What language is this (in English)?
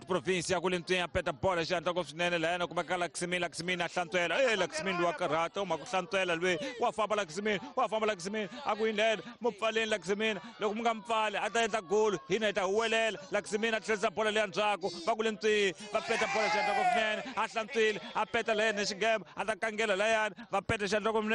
Tsonga